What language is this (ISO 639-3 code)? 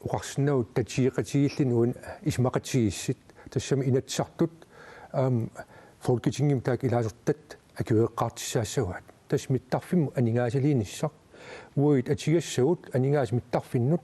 kal